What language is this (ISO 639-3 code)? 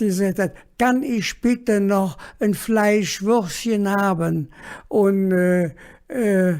ksh